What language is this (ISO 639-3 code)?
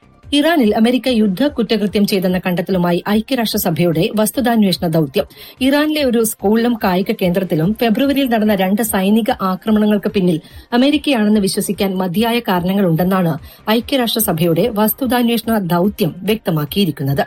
mal